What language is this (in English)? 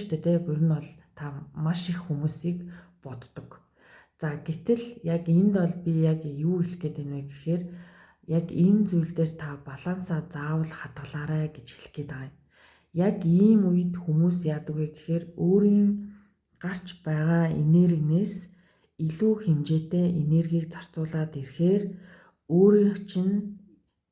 Mongolian